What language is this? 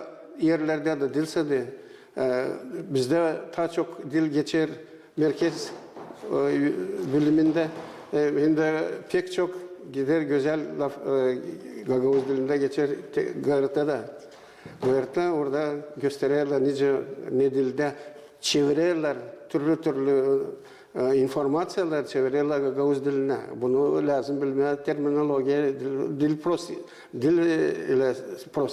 Gagauz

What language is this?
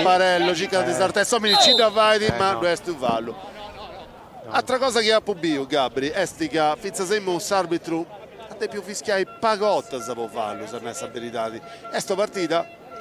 Sardinian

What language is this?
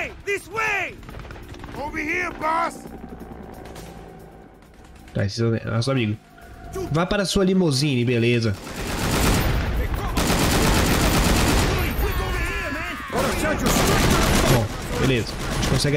Portuguese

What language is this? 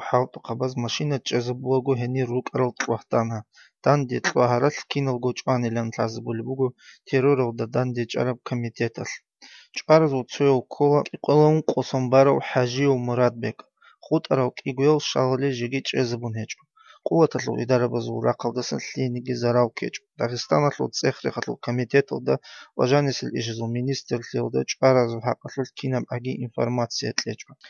Georgian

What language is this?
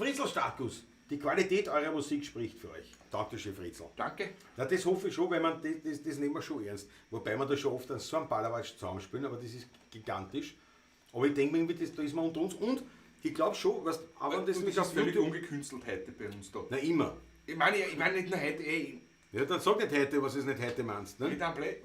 Bavarian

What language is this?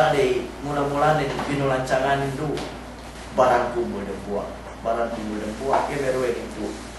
Yakan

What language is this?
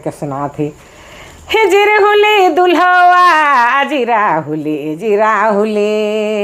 Sadri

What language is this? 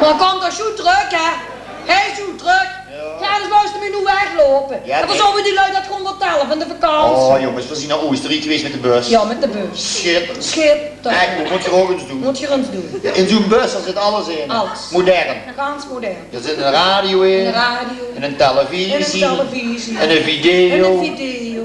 Limburgish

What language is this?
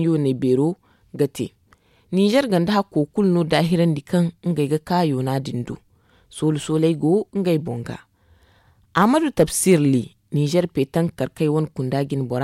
Zarma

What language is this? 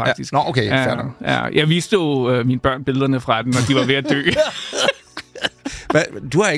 Danish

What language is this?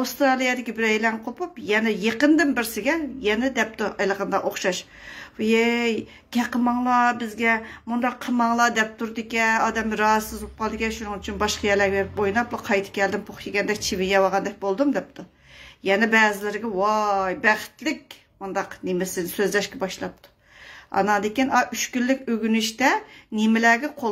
Uyghur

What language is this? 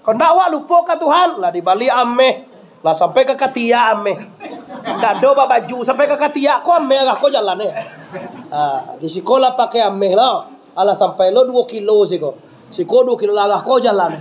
Minangkabau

